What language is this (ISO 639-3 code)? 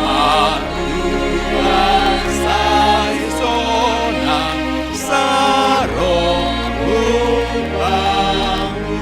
bts